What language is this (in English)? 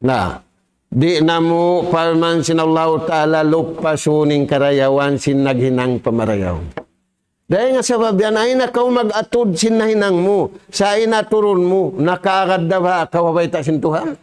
Tausug